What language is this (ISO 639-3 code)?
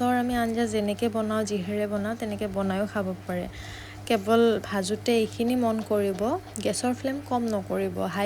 asm